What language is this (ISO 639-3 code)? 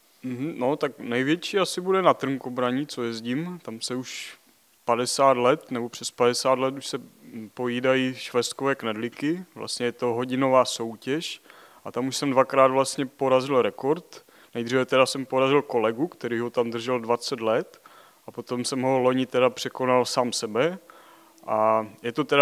ces